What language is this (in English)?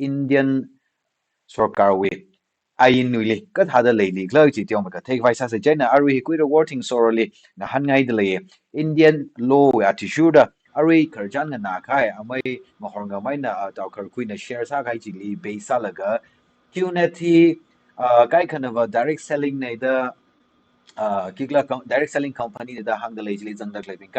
Tangkhul Naga (India)